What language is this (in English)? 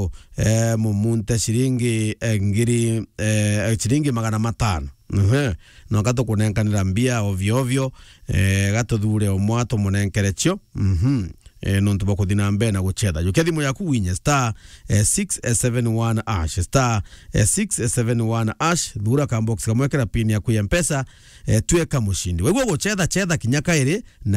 Meru